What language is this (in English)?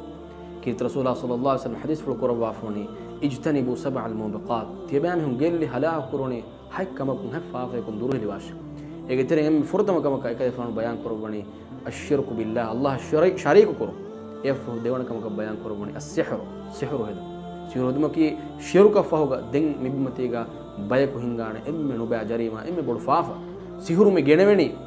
Divehi